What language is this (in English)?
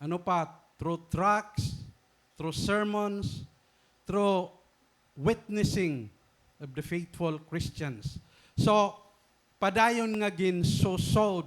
Waray